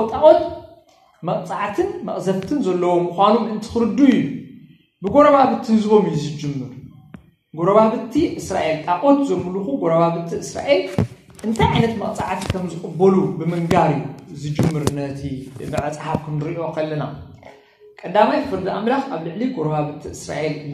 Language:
Tigrinya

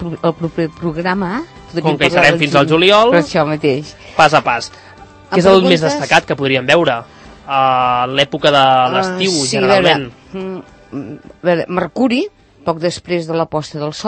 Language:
Catalan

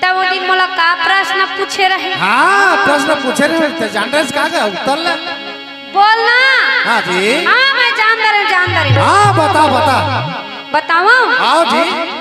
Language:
Chhattisgarhi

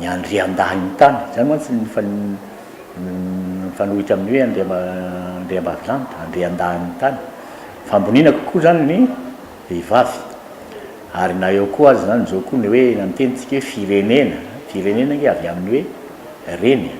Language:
Malagasy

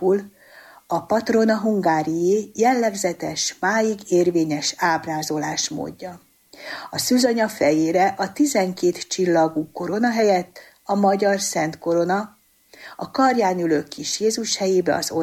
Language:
Hungarian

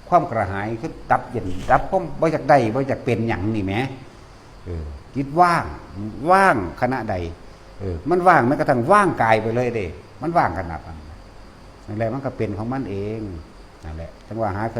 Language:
Northeastern Thai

